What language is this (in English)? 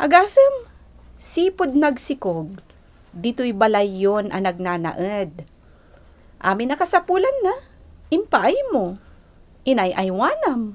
Iloko